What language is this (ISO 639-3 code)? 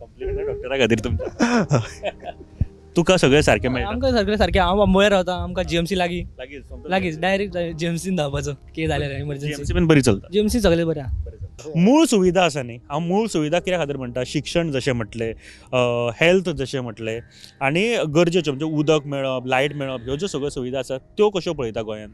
kok